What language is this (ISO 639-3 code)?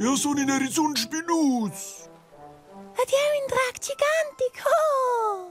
roh